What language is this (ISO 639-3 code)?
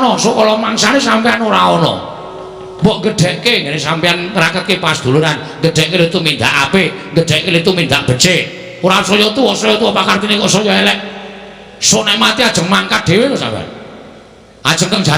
jav